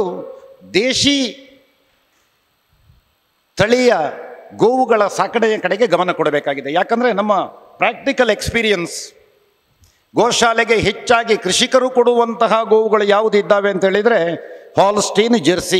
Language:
Kannada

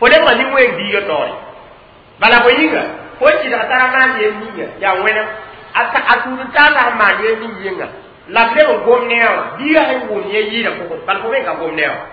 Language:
Mossi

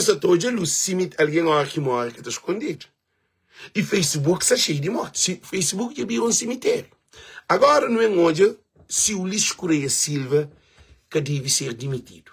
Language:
Kabuverdianu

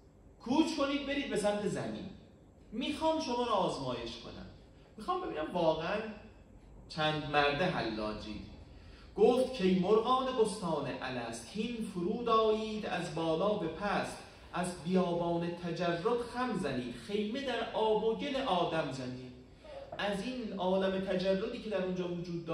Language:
Persian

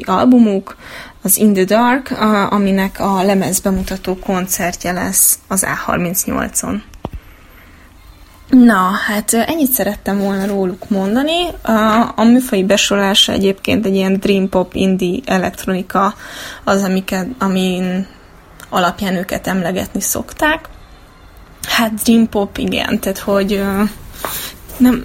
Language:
Hungarian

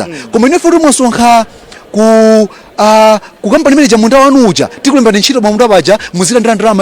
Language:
Nyanja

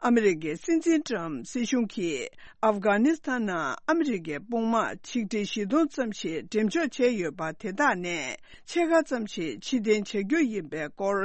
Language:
Tibetan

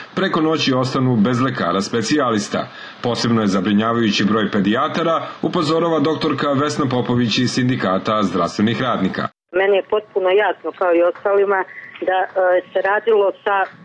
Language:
Serbian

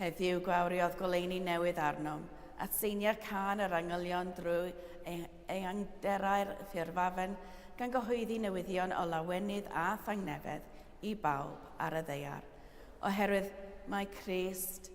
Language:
Welsh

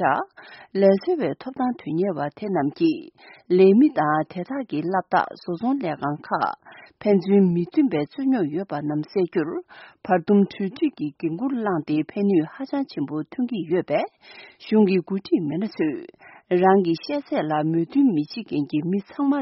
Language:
Tibetan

